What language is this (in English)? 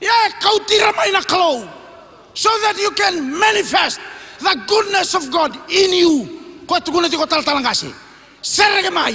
Fijian